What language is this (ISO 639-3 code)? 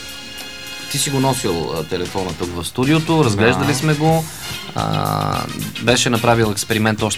bul